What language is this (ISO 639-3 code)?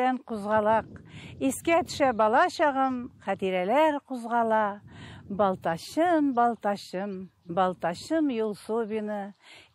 tat